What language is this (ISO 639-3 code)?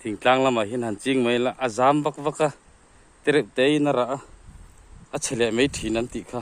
lus